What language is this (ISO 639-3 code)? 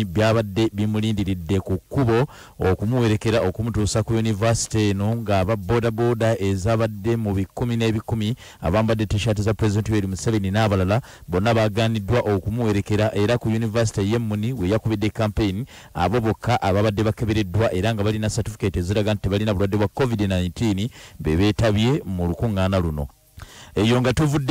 lug